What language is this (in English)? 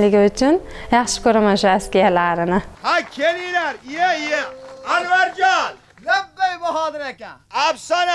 Uzbek